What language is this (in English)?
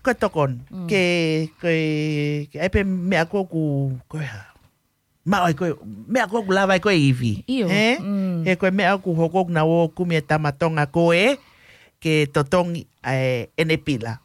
Tongan